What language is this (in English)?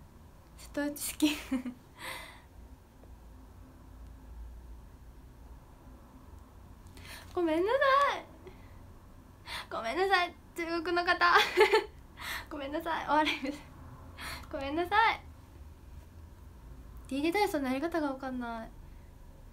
Japanese